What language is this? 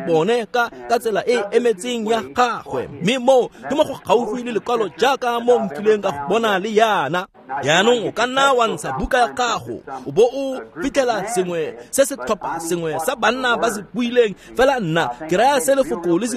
Tswana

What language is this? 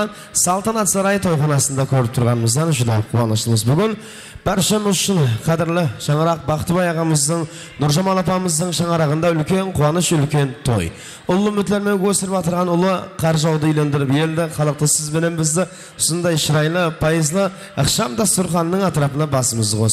Kara-Kalpak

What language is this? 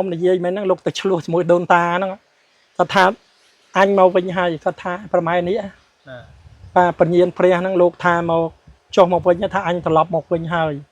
Khmer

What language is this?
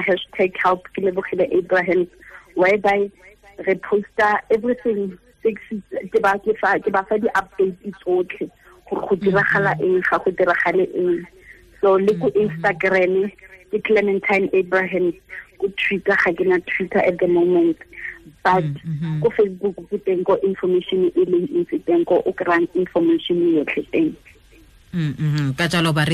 Tswana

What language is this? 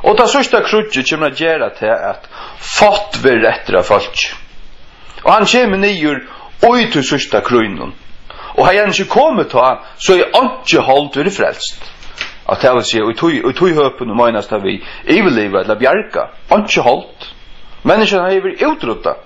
Faroese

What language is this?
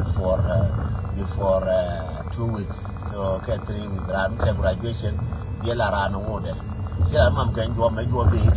Nuer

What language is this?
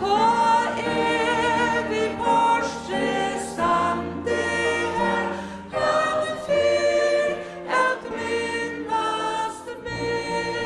Faroese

